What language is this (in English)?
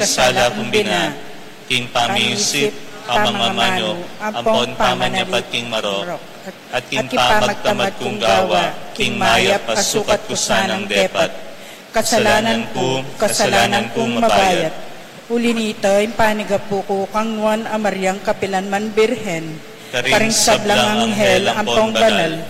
Pampanga